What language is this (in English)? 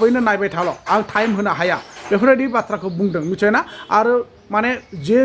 Bodo